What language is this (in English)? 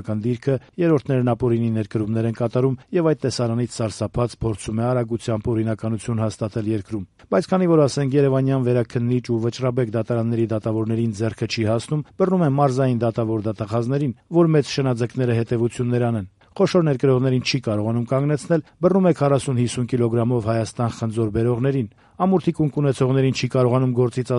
Armenian